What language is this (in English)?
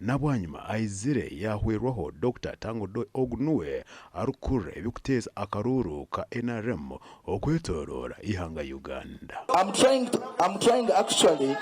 Nyankole